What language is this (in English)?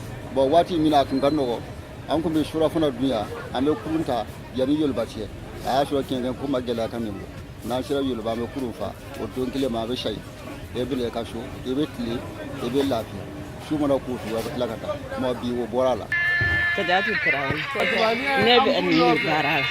Bambara